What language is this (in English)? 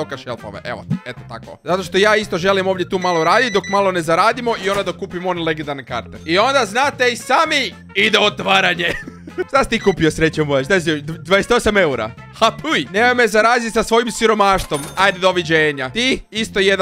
Croatian